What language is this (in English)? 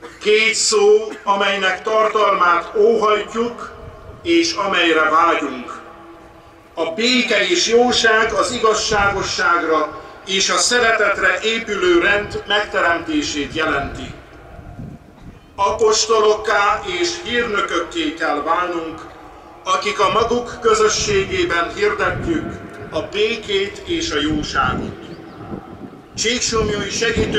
Hungarian